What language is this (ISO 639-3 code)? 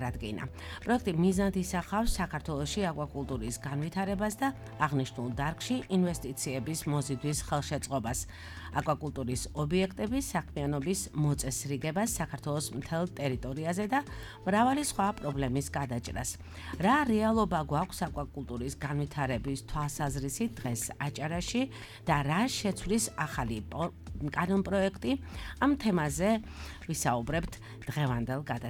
kat